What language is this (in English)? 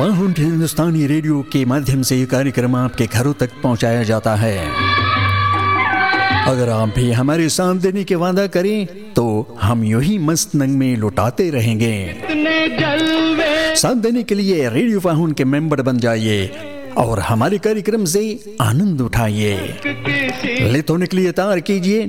Hindi